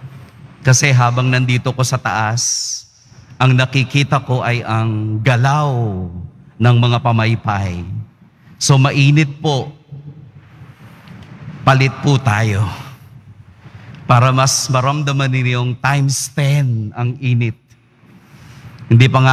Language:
Filipino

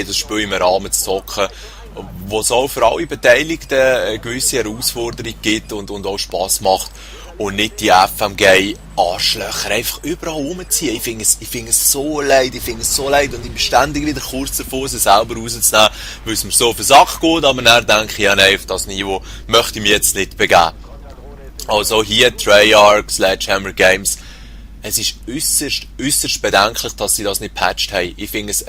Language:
Swiss German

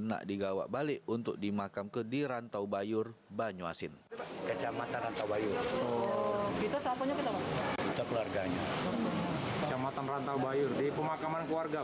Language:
Musi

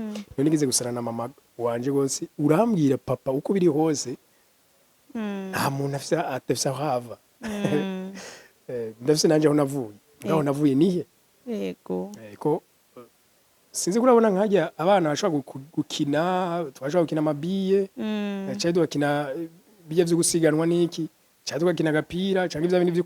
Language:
Rundi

